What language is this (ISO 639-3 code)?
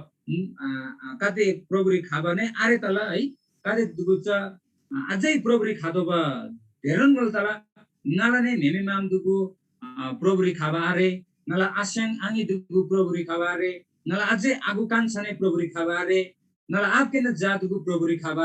taj